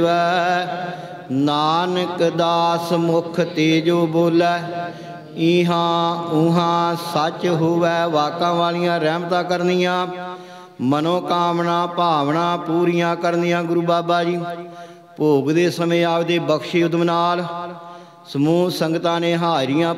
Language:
Punjabi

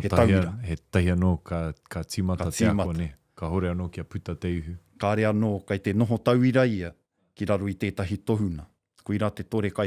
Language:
Māori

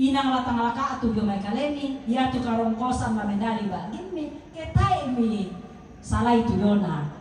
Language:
Toraja-Sa'dan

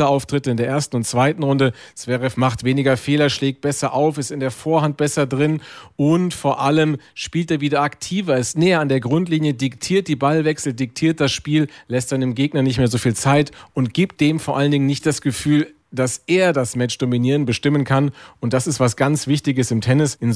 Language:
German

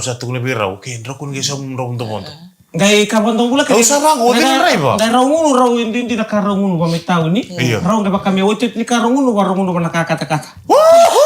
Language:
Fijian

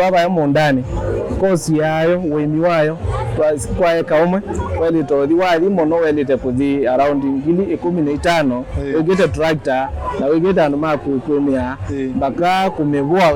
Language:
Kamba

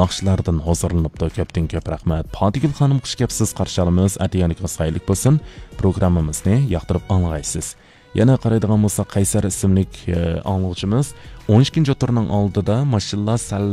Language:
Uyghur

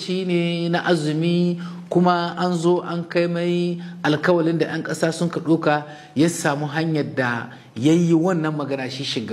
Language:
Hausa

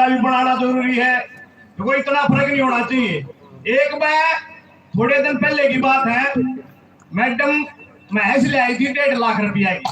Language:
Haryanvi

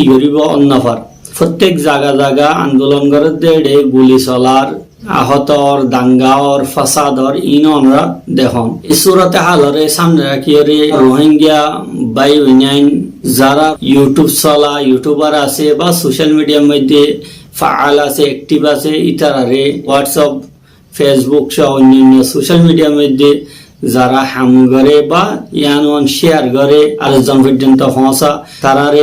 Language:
Rohingya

